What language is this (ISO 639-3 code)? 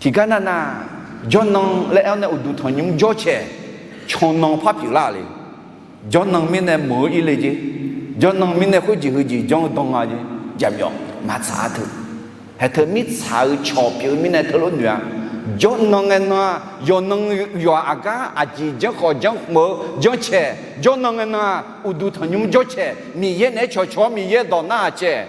ahk